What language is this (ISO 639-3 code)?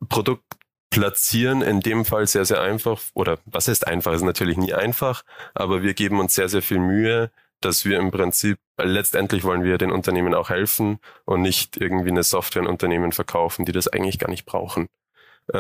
deu